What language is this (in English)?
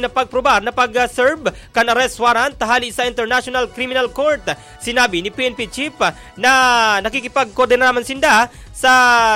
Bikol